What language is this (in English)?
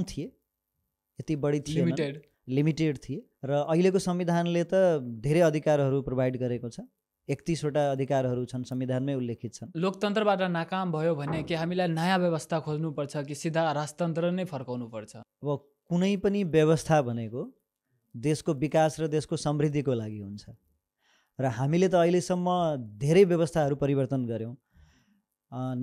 Nepali